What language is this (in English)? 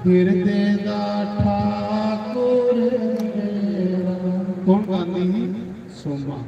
Dogri